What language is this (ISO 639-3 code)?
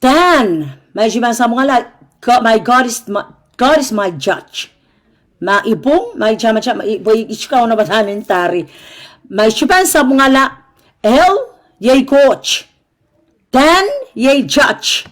pon